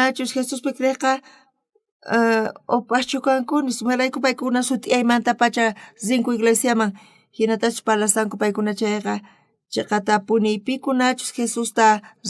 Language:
South Bolivian Quechua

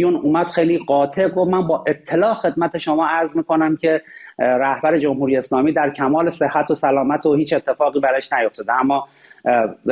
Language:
Persian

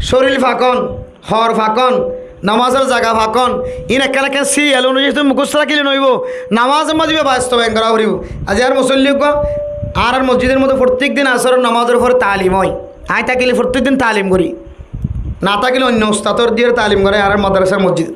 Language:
Rohingya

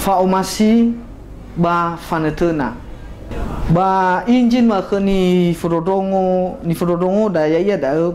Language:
Nias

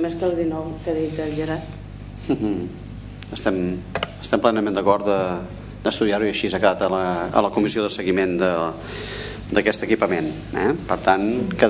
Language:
Catalan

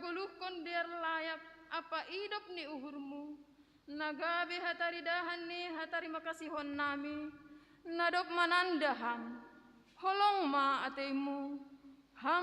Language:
Batak Simalungun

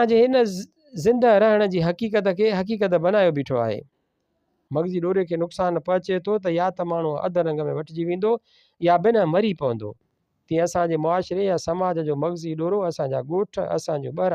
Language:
Sindhi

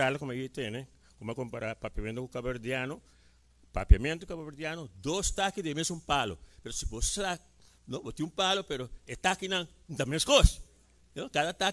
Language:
Papiamento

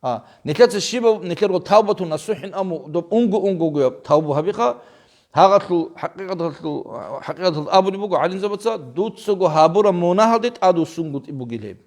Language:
Avaric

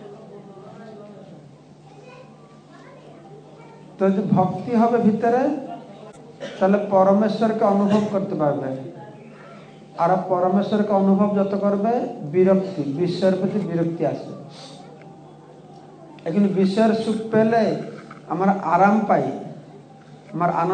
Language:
Bangla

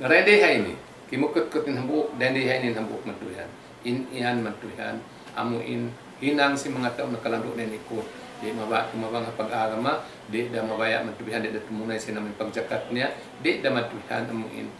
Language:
Tausug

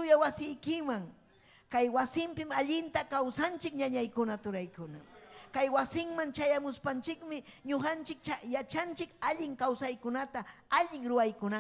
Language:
Ayacucho Quechua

